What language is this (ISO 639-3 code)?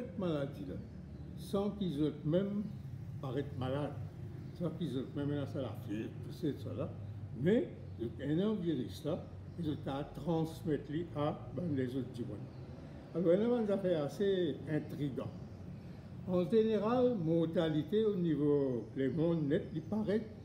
mfe